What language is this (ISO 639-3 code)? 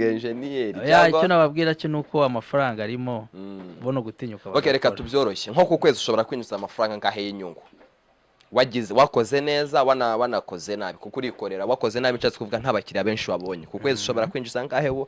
kin